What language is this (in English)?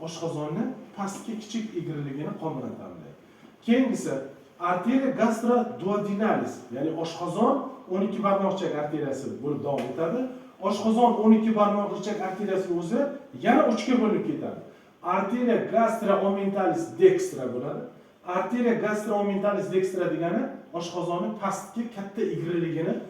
Uzbek